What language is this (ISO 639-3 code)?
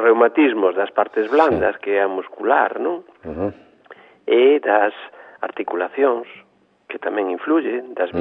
glg